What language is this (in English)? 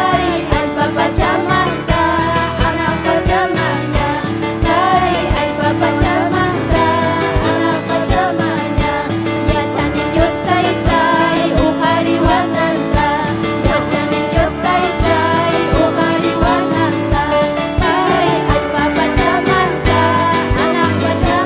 Ayacucho Quechua